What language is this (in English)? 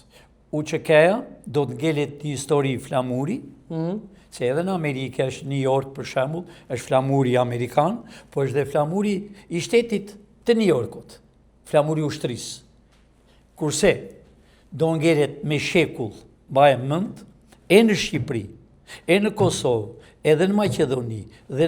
Albanian